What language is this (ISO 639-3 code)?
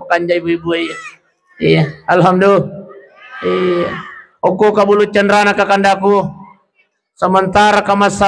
bug